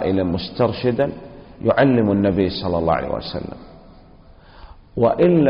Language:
Arabic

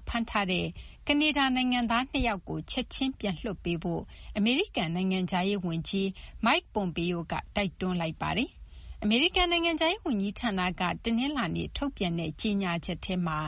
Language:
Burmese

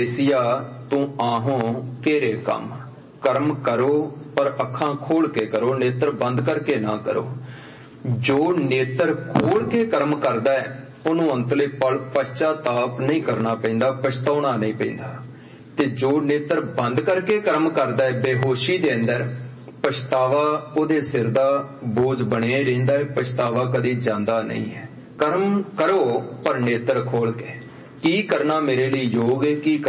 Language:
Punjabi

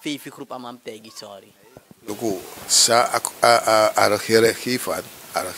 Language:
Sranan Tongo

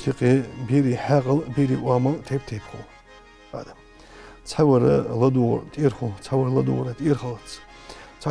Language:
Ingush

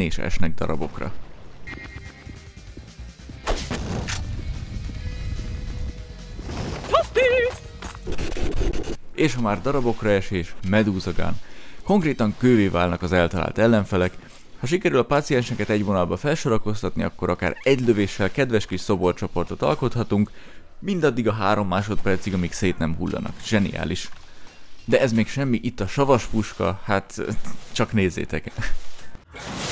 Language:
Hungarian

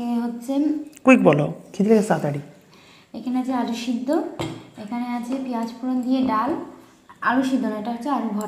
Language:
Bangla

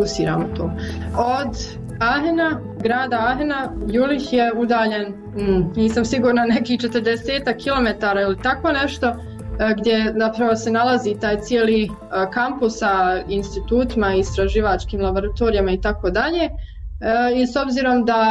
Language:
Croatian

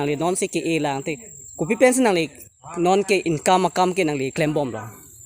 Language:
Karbi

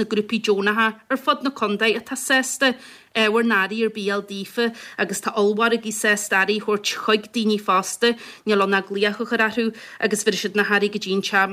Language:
Irish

